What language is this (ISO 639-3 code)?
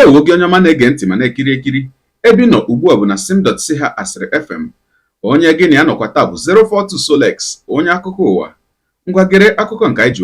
ibo